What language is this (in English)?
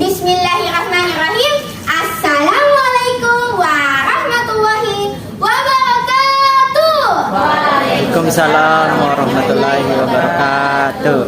Makasar